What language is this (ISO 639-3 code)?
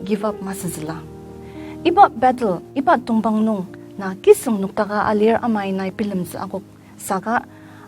njo